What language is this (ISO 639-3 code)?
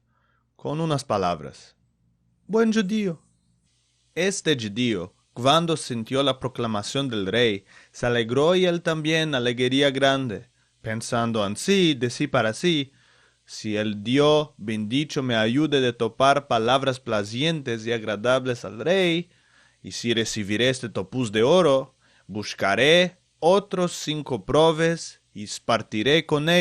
lad